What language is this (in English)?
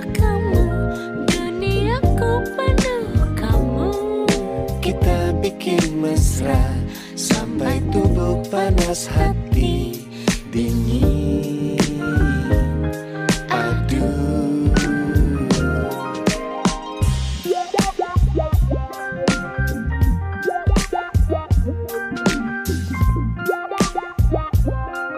Indonesian